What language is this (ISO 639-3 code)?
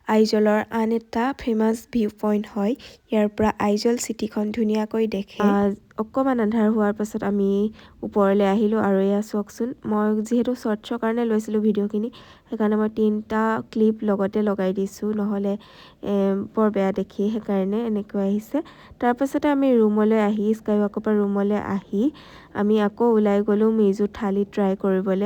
asm